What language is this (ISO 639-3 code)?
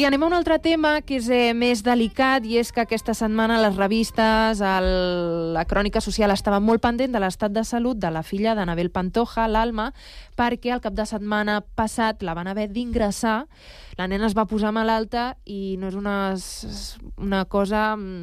cat